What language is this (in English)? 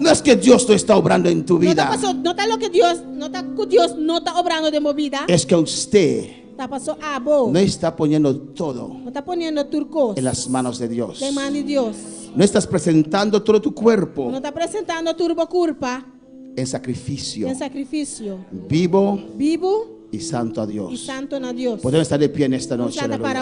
Papiamento